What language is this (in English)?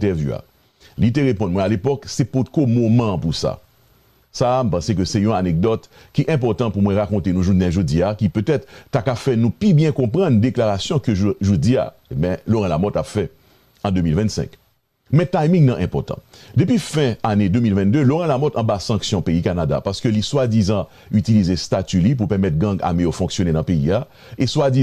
Haitian Creole